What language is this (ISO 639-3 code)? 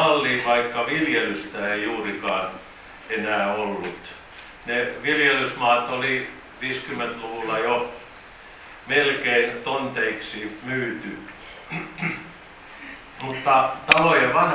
fin